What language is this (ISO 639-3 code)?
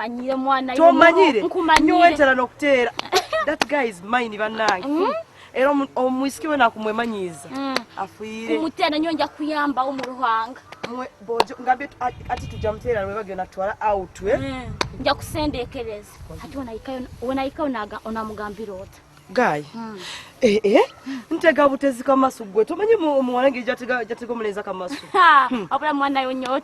nyo